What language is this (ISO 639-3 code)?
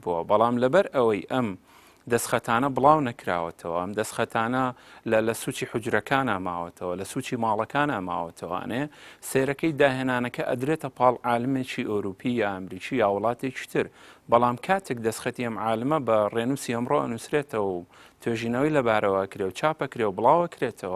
ckb